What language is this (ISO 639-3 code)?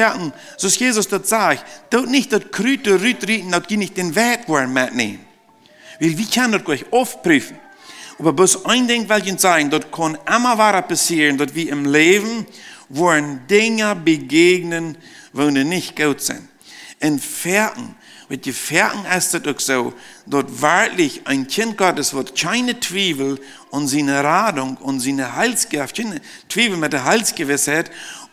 pdt